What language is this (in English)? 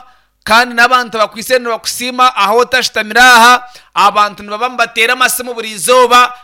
Nyankole